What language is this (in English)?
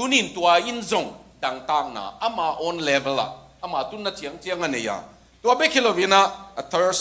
Tedim Chin